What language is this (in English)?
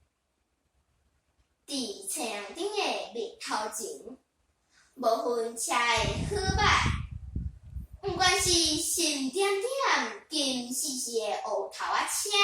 Min Nan Chinese